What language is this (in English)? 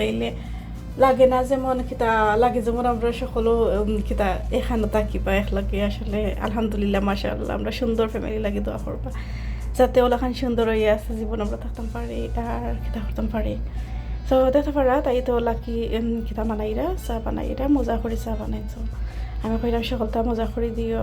Sylheti